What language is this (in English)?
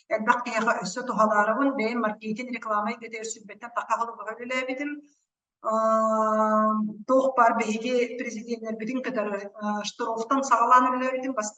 Yakut